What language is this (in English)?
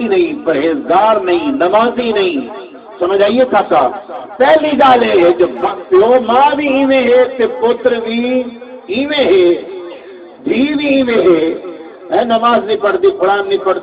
Saraiki